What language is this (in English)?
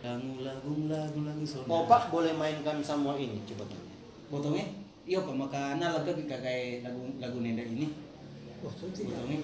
Manado Malay